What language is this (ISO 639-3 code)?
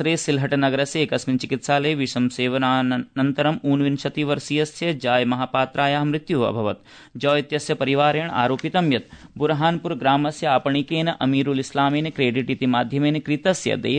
san